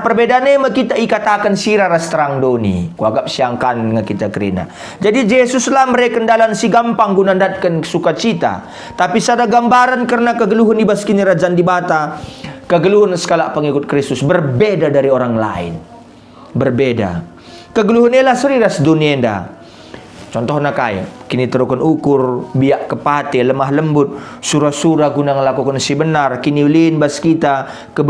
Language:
Batak Karo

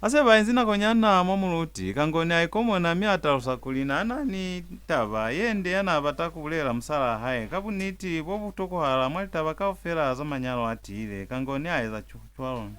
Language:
Lozi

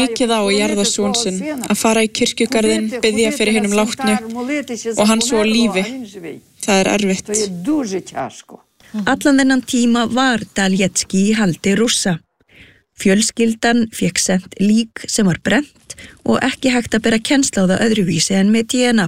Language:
Icelandic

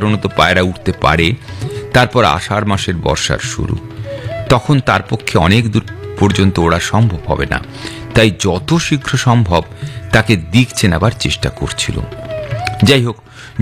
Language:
Bangla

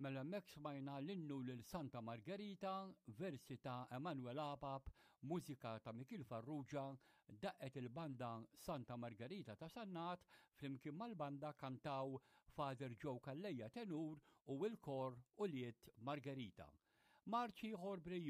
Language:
Maltese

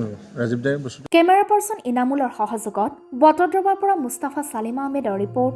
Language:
Assamese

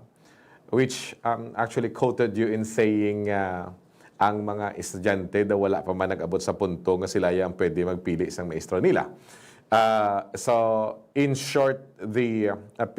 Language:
Hiligaynon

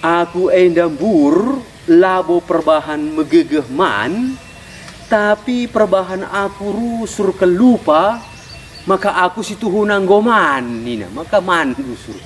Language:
Batak Karo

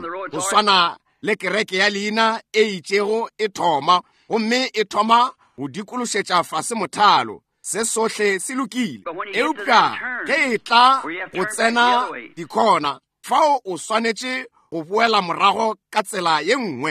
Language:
Northern Sotho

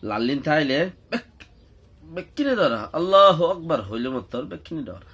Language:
Rohingya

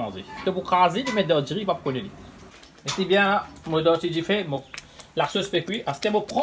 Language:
Morisyen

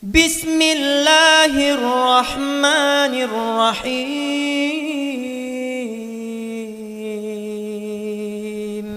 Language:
Achinese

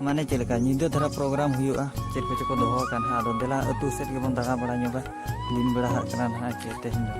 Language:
Santali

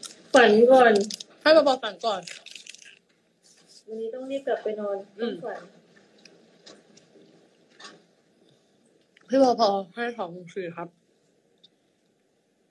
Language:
Thai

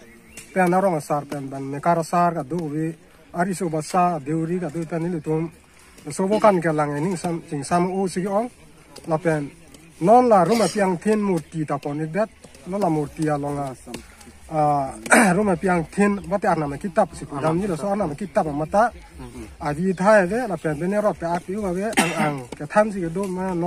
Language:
Karbi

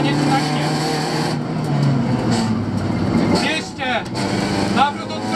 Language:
Polish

